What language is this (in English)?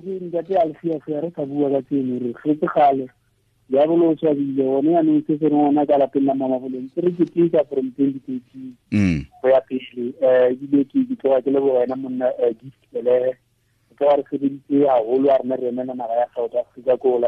Tswana